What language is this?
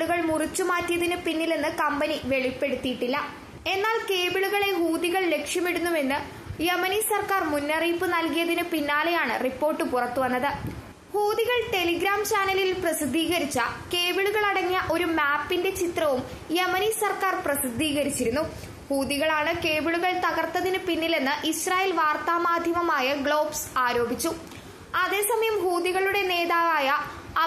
Malayalam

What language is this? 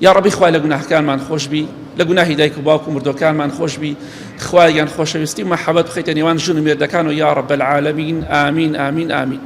Central Kurdish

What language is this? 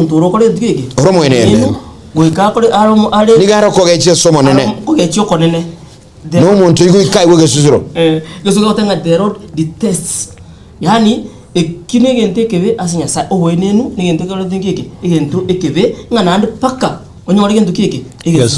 Gusii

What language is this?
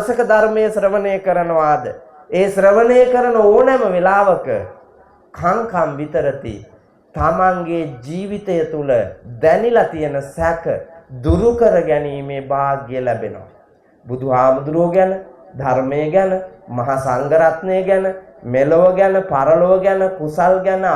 Sinhala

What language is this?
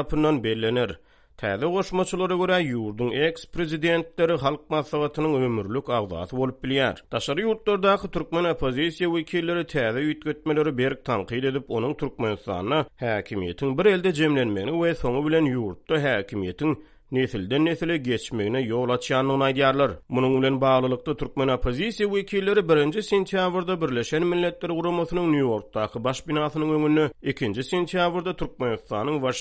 Turkmen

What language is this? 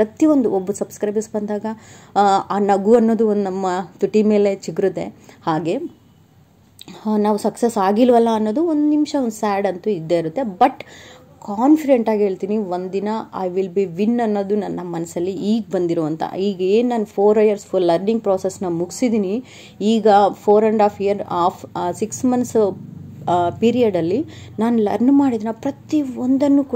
Kannada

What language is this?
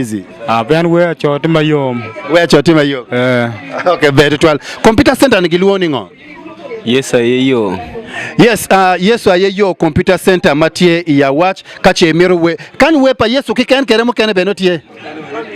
Acoli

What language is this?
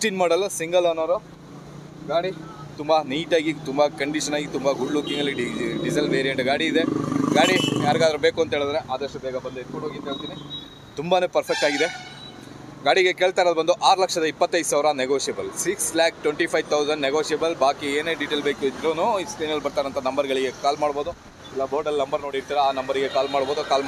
Kannada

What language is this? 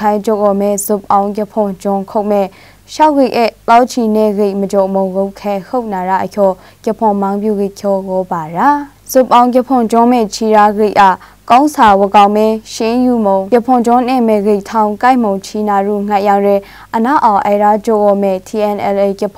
Maru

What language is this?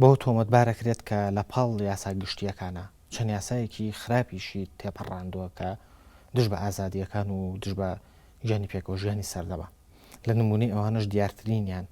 Central Kurdish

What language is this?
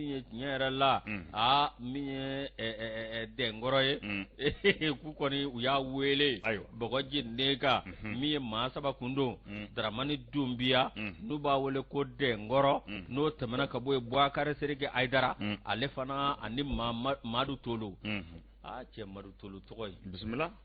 Bambara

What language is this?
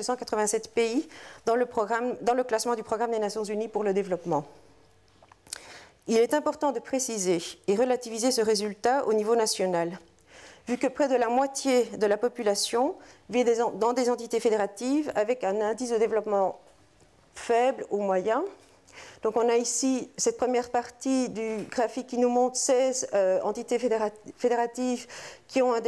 French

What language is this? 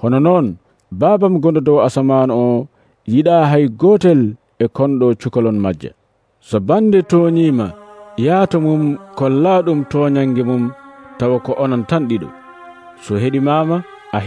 Nigerian Fulfulde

